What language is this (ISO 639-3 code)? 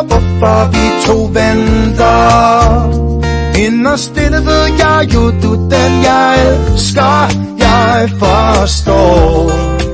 dan